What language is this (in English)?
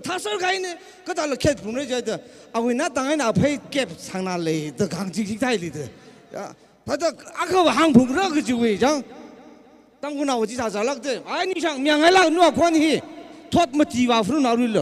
Tangkhul Naga (India)